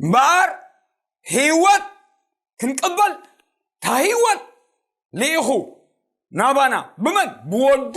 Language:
Tigrinya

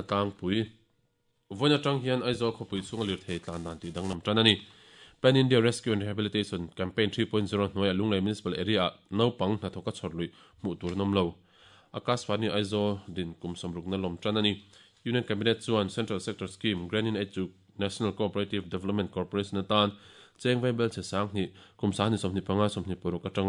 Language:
Mizo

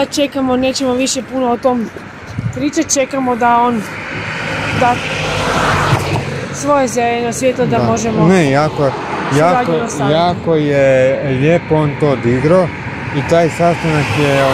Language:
Croatian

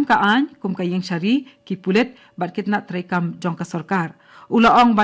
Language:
Khasi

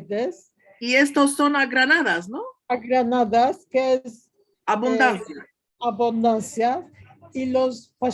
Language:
Ladino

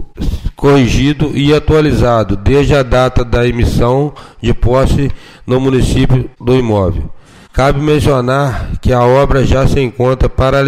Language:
Portuguese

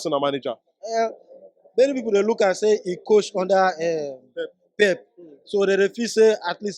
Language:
Nigerian Pidgin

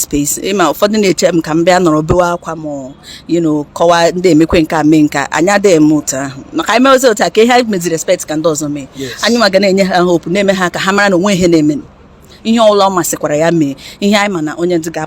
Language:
Igbo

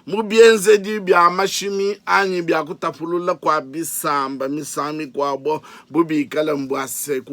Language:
Luba-Lulua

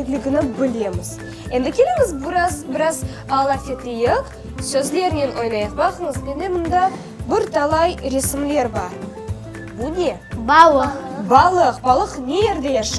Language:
Crimean Tatar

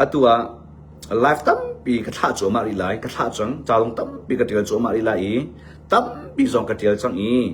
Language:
Hakha Chin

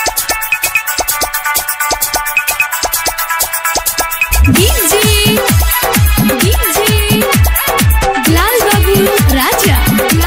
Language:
Bhojpuri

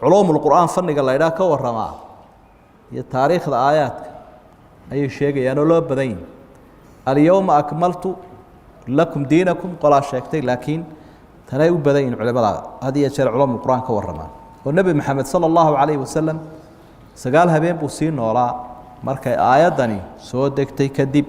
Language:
Somali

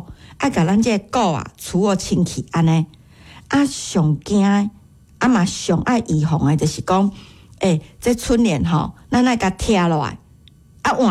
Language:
Min Nan Chinese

